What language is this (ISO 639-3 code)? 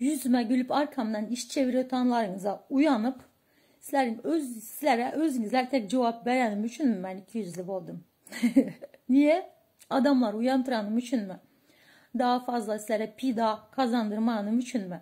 tuk